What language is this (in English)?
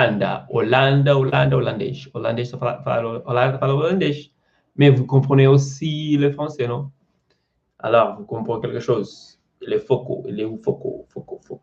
Kabuverdianu